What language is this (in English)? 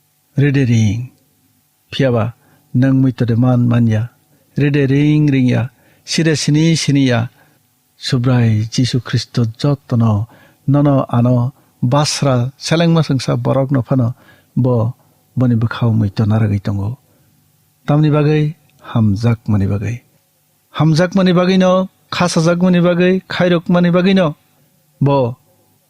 Kok Borok